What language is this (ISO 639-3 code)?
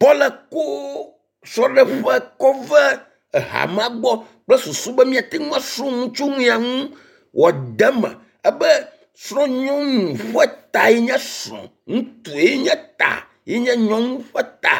ewe